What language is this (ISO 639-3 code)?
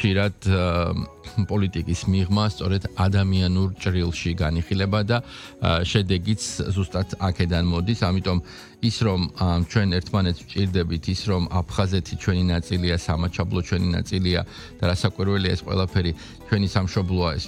kat